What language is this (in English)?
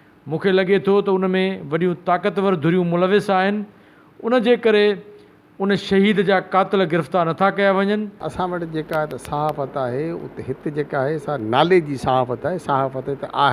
Sindhi